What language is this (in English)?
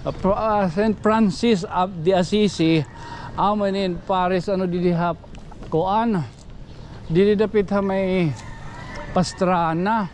Waray